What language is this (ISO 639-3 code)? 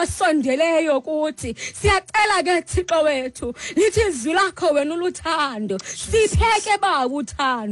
xho